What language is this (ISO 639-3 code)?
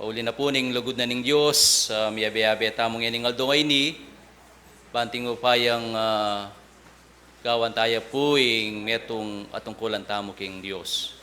pam